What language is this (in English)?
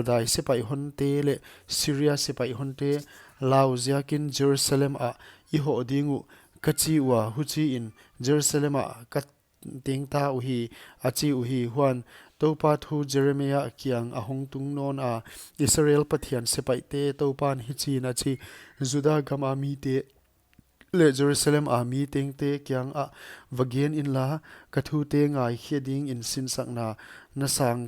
Paite Chin